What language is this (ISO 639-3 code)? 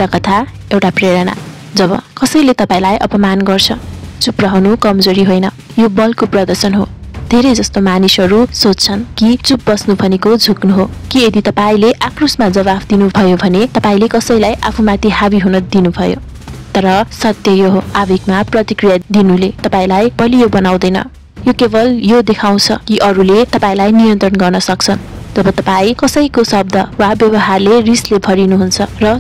nep